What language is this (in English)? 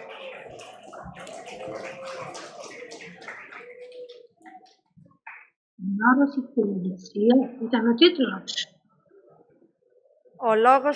Greek